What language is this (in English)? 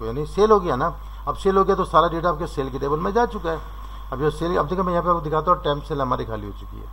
Hindi